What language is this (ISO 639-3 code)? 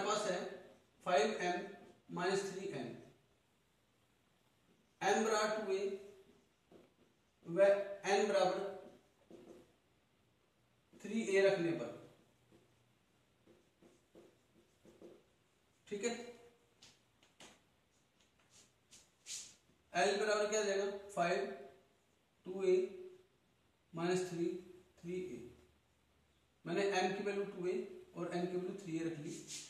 hin